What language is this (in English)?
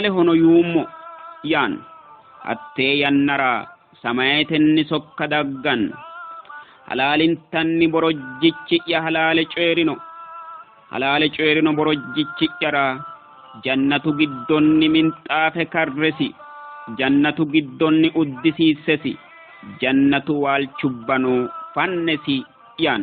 Sidamo